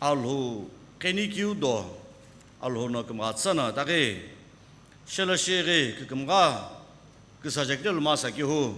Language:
Sumi Naga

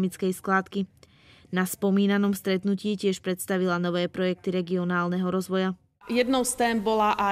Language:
Slovak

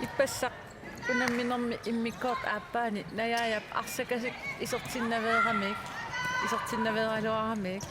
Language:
Kalaallisut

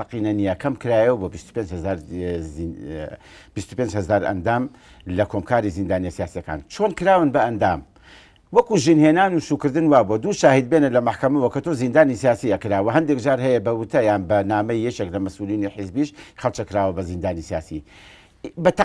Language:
Central Kurdish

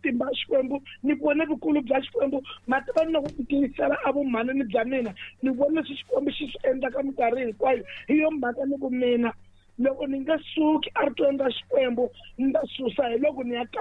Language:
Tsonga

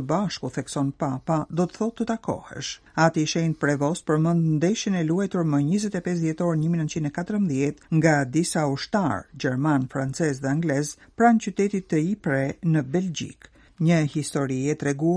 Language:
Albanian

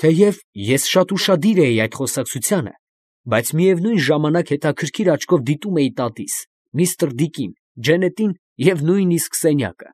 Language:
Armenian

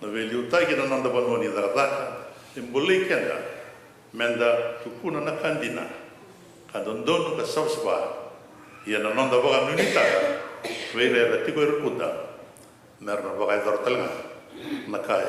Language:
Fijian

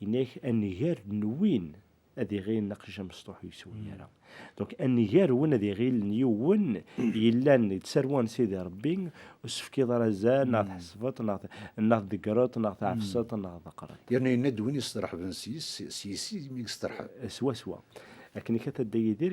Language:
Kabyle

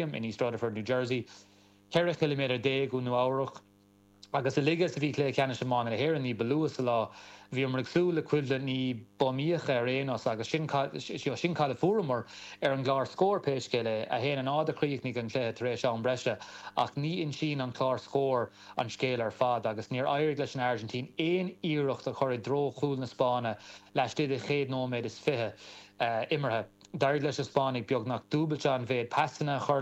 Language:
Irish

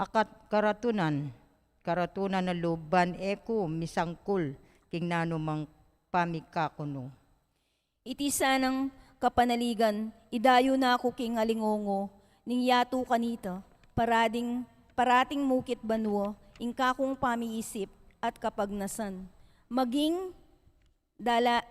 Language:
Pampanga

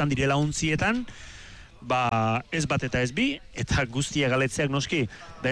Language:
Basque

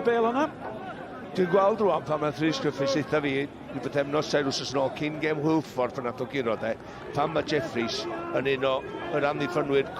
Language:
Welsh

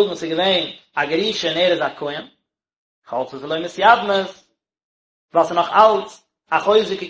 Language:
Yiddish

